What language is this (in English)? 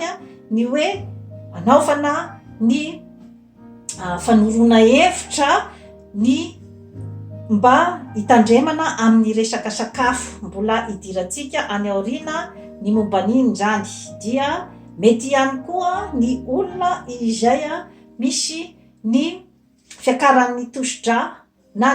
Malagasy